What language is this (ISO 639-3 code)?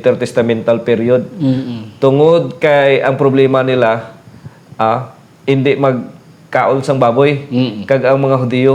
hil